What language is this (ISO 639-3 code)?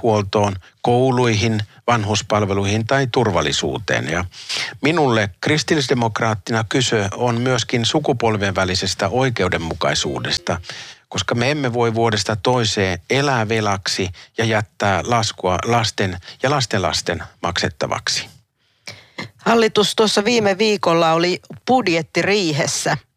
fin